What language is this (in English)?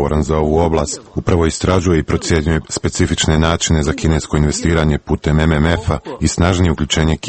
Croatian